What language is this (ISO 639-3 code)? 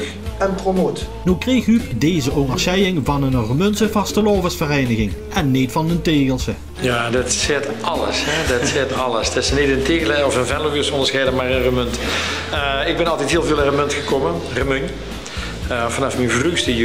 lim